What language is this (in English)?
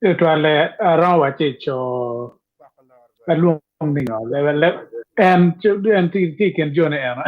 Acoli